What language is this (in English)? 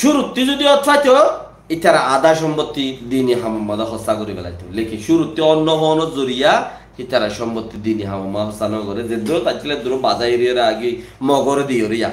Rohingya